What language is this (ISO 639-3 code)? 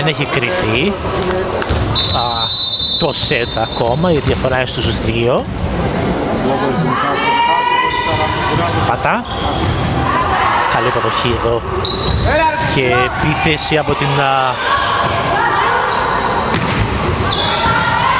ell